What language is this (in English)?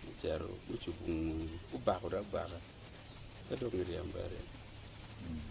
Acoli